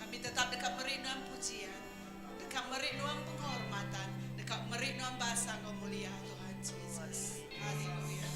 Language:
Iban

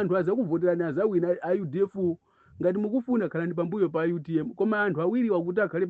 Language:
Nyanja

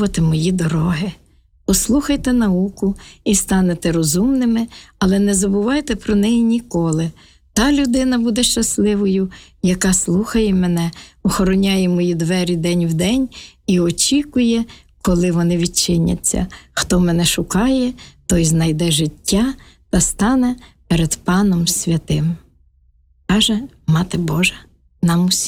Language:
Ukrainian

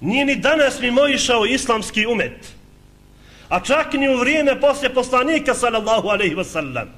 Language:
Bosnian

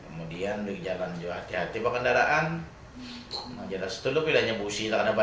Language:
Banjar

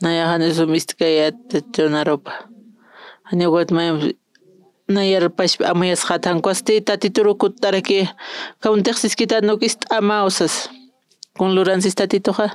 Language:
Aymara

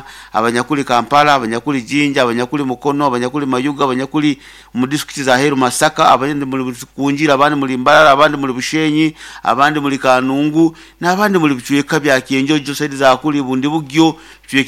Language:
Nyoro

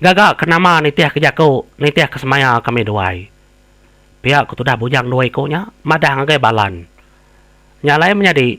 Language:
Iban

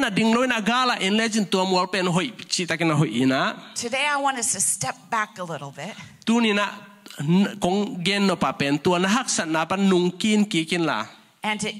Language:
Tedim Chin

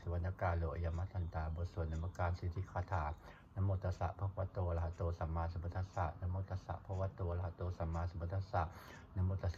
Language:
Pali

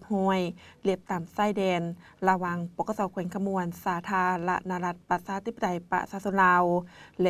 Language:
Lao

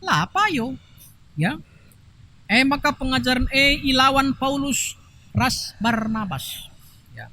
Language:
Batak Karo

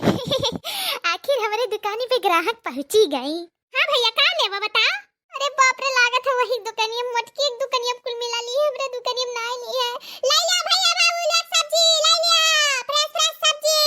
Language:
Awadhi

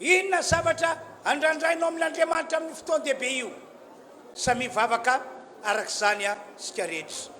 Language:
Malagasy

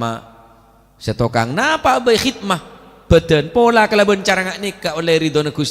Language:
Madurese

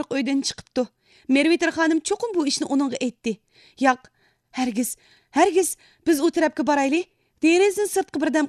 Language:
Uyghur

